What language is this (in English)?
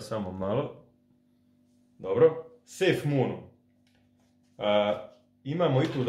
Croatian